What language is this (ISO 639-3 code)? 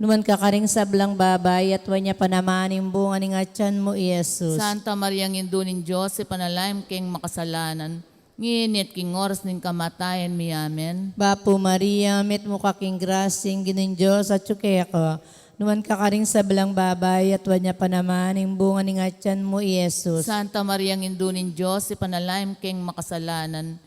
pam